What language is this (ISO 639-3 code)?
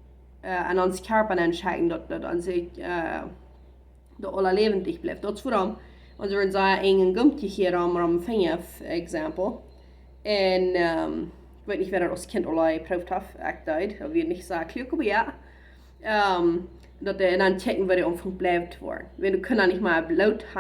pdt